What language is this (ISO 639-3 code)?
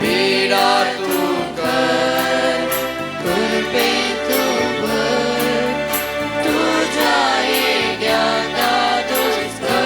kok